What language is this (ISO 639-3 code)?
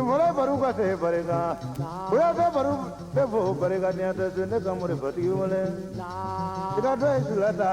bam